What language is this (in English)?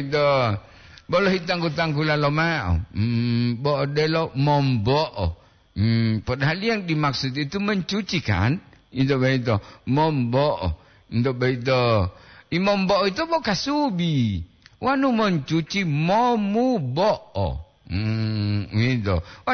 Gorontalo